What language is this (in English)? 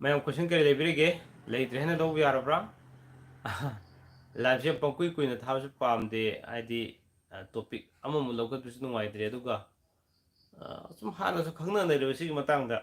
Manipuri